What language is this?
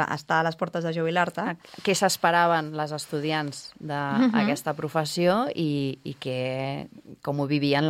Catalan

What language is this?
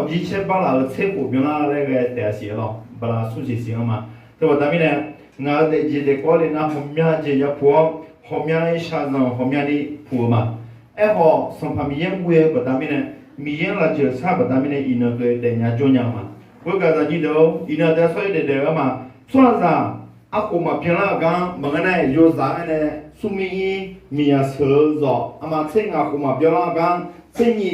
Akha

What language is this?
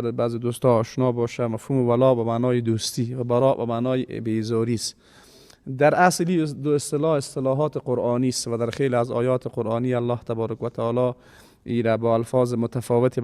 Persian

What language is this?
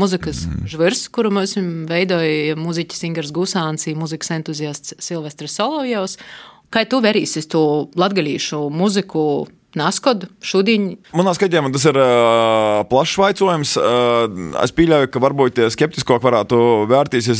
Latvian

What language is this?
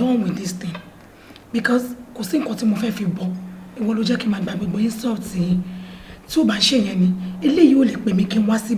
Yoruba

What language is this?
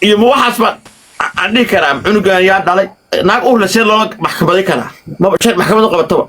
Somali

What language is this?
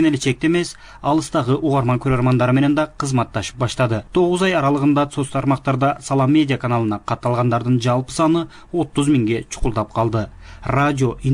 Kyrgyz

